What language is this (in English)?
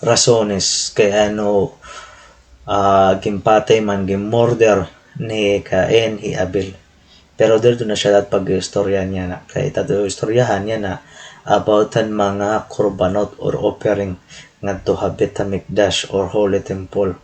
Waray